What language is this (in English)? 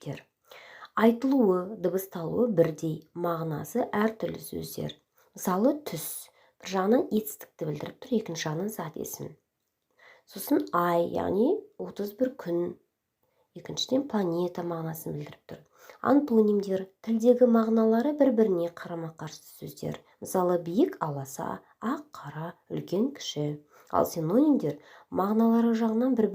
Kazakh